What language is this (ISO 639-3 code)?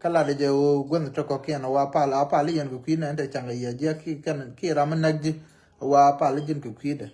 nus